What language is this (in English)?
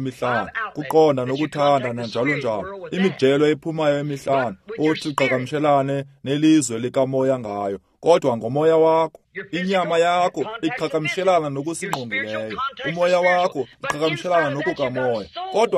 Xhosa